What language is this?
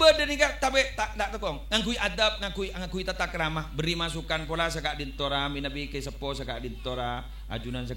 Madurese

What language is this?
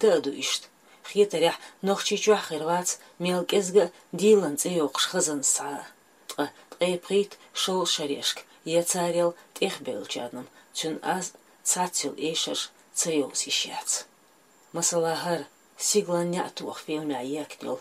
Chechen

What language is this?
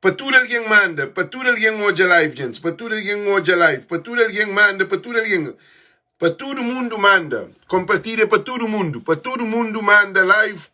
Kabuverdianu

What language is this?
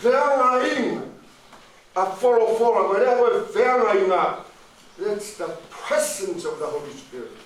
Tongan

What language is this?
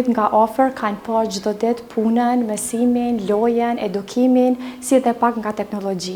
Albanian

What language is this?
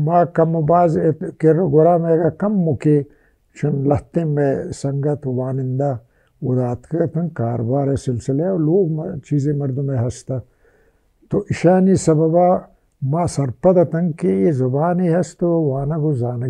Baluchi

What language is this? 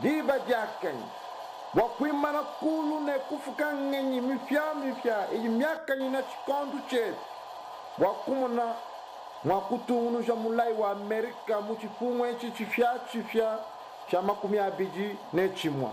Luba-Lulua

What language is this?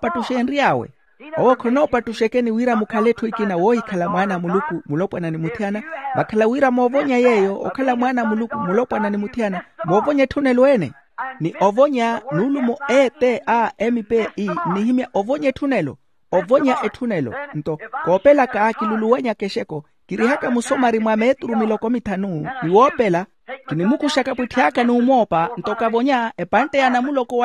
Makhuwa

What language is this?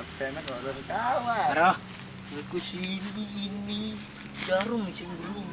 Sasak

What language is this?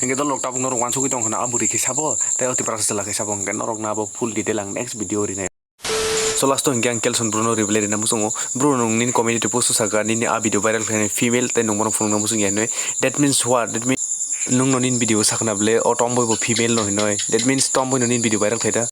Kok Borok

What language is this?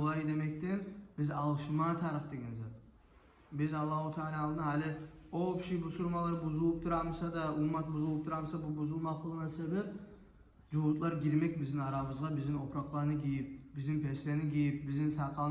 Kumyk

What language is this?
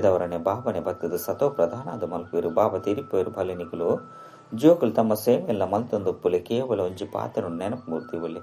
Tulu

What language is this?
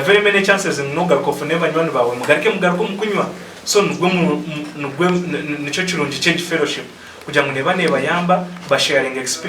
Nyankole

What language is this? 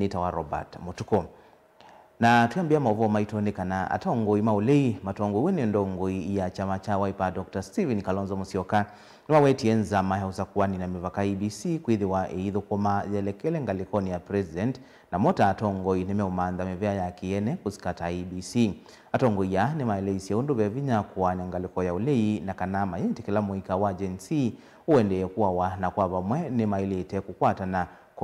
Kamba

